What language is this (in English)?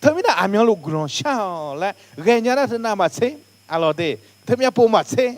Akha